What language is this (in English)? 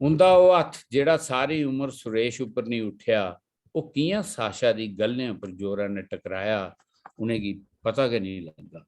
Dogri